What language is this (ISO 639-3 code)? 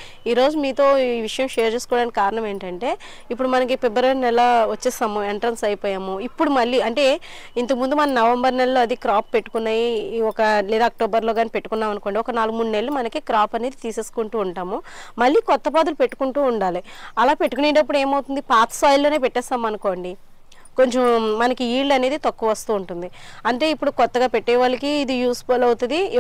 tel